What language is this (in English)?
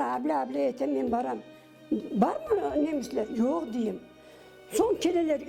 Crimean Tatar